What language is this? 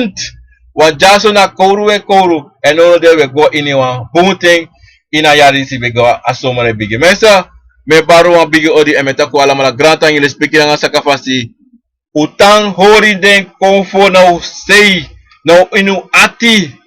Sranan Tongo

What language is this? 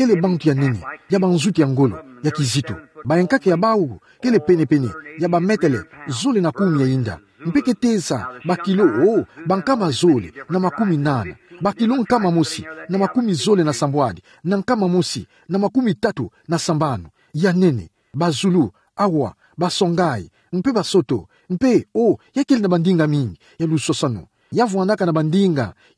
Kituba (Democratic Republic of Congo)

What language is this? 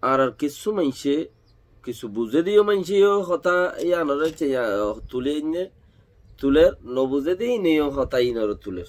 Rohingya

